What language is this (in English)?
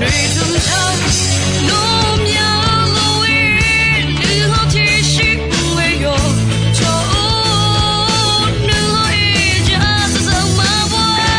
Akha